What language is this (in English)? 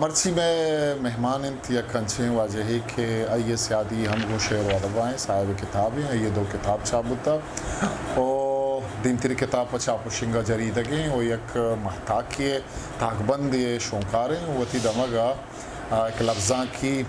Eastern Balochi